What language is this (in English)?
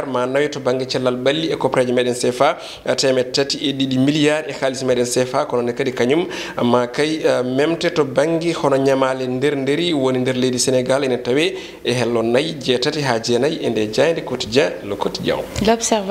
Fula